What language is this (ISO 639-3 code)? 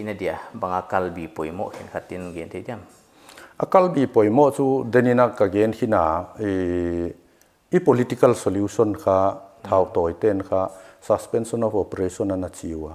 pck